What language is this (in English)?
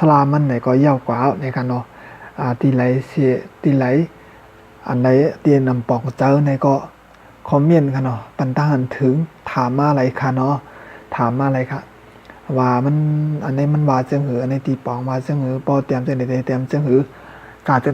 Shan